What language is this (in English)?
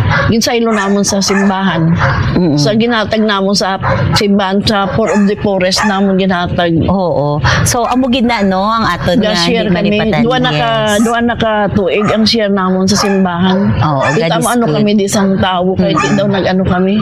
Hiligaynon